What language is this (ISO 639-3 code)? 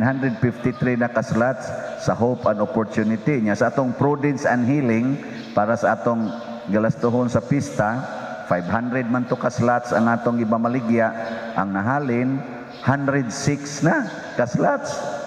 ceb